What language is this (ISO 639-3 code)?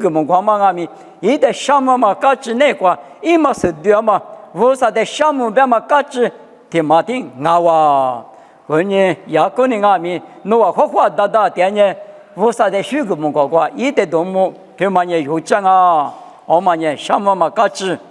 lis